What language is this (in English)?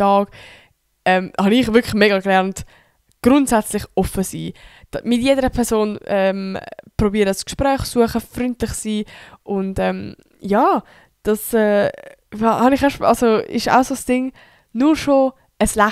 Swiss German